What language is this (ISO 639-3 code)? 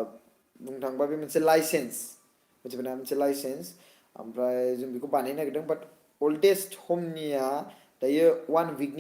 brx